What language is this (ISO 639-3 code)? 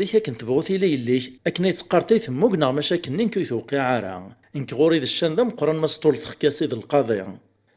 kab